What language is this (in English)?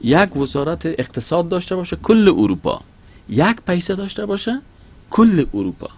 Persian